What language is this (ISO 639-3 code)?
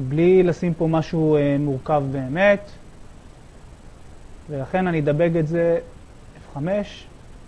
heb